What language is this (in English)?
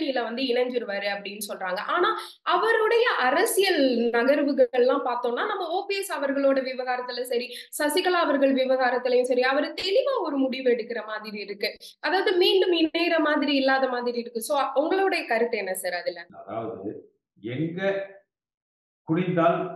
Tamil